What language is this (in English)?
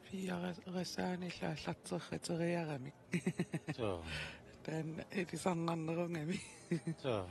Kalaallisut